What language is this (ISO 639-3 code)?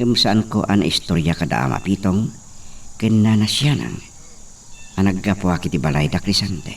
ilo